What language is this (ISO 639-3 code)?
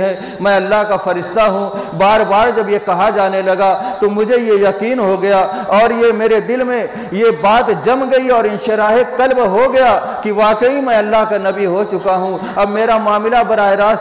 urd